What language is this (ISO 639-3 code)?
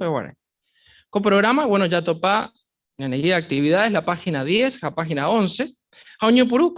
grn